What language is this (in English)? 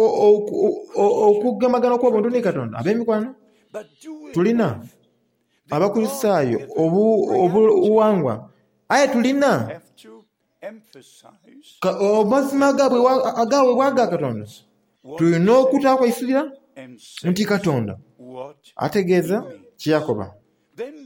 Soga